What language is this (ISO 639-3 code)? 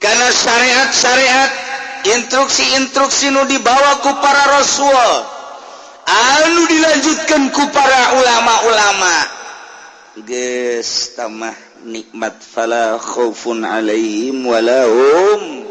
sun